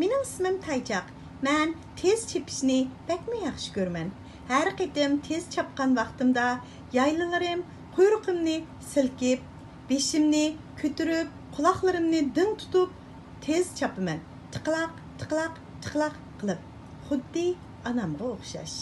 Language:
Uyghur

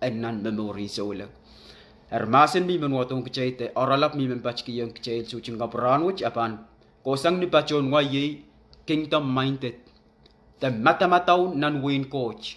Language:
Pohnpeian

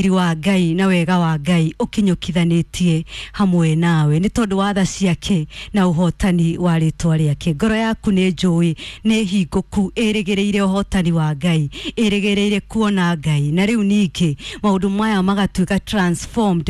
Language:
Kikuyu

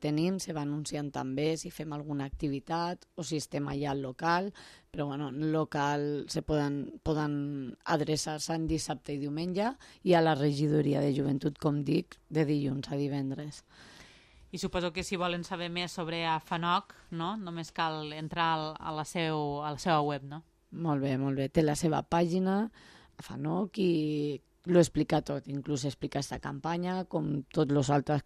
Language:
Catalan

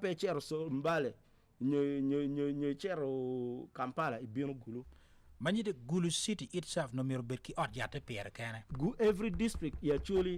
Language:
Acoli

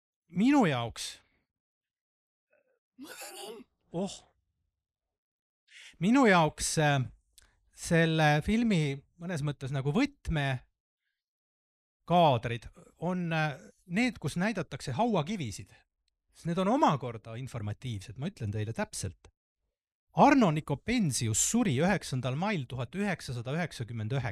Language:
Estonian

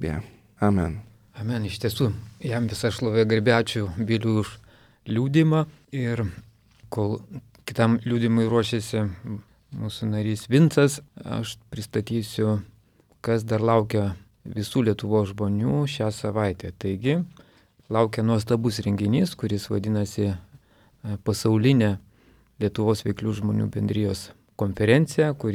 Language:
Lithuanian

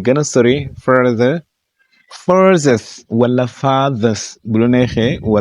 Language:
Wolof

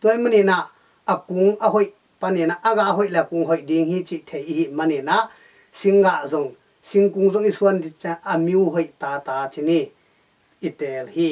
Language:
Tedim Chin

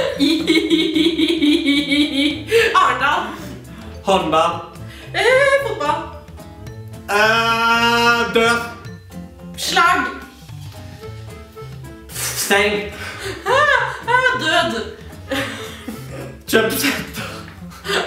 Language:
Norwegian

